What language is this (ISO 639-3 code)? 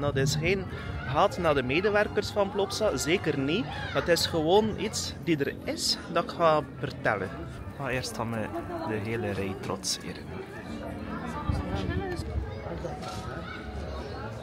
nld